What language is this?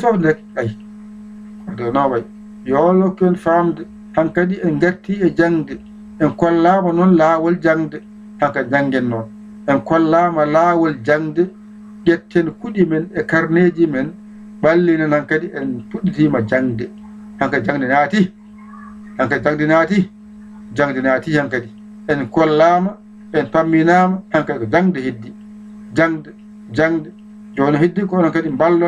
Fula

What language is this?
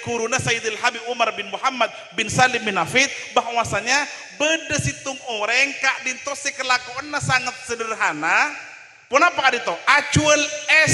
Madurese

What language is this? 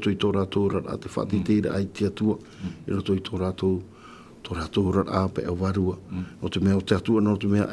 Tahitian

